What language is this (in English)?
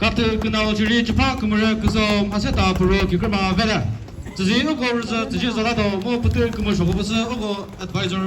Chokri Naga